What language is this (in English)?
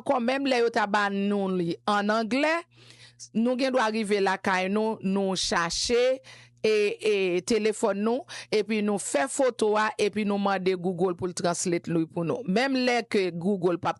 Haitian Creole